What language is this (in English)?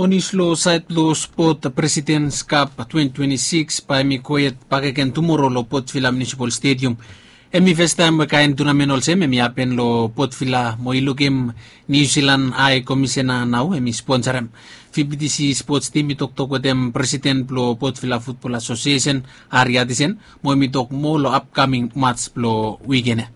Bislama